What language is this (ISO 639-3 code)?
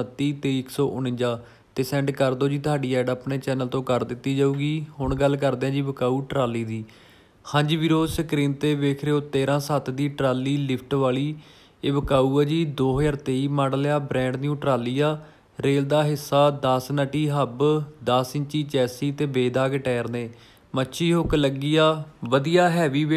pan